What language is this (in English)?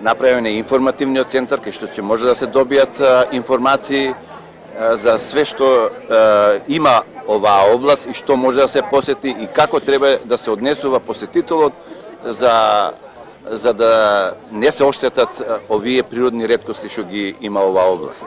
Macedonian